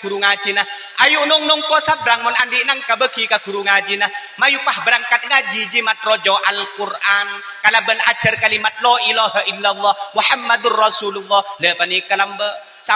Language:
Madurese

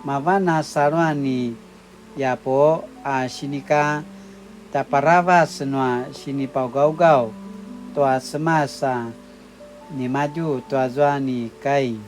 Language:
Paiwan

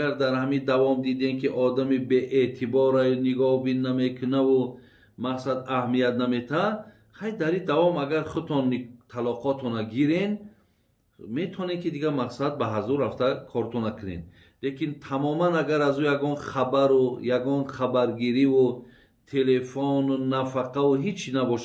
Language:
Tajik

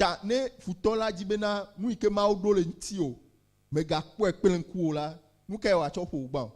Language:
Ewe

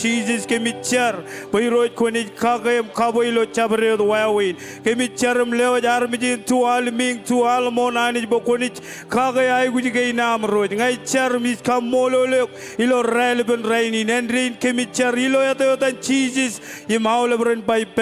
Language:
Marshallese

